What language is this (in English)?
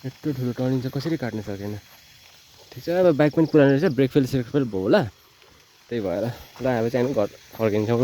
Nepali